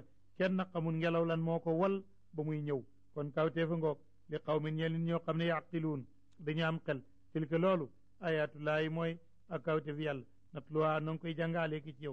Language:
Wolof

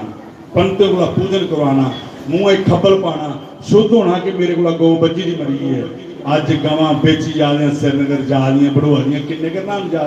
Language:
Dogri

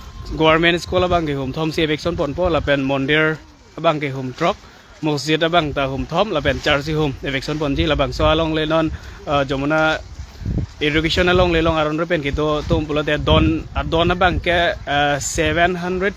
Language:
Karbi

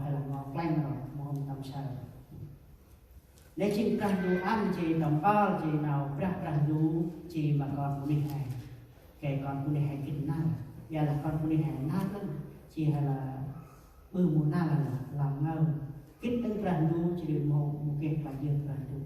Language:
Central Mnong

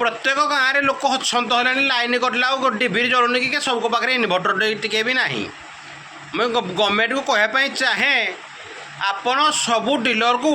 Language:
Odia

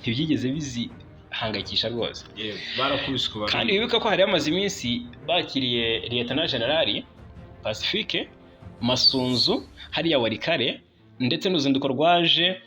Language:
Kinyarwanda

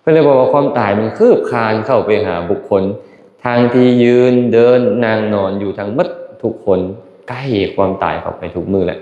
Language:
Lao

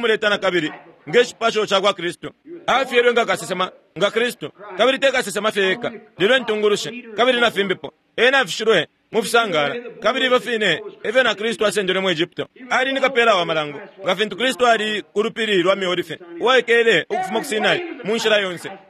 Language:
Bemba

